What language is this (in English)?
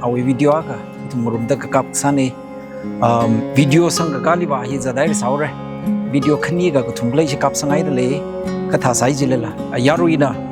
Tangkhul Naga (India)